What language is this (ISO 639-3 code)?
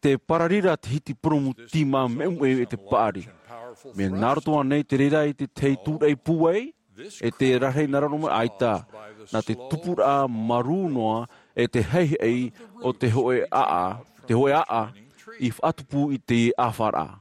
tah